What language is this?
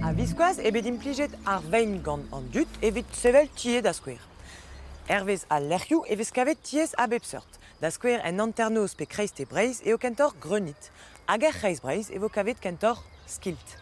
Breton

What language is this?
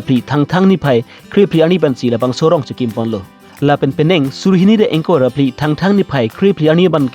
Karbi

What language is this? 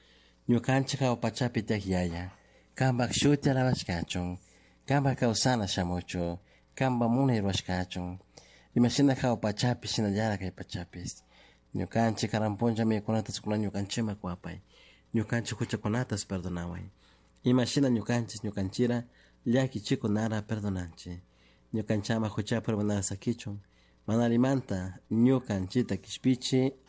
Chimborazo Highland Quichua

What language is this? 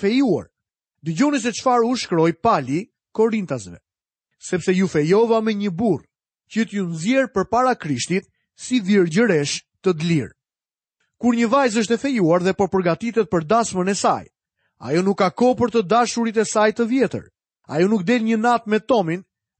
Albanian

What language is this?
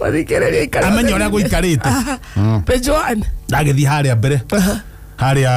Kikuyu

